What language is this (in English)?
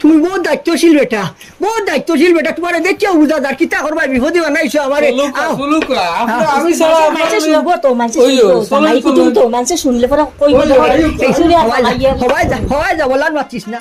Sylheti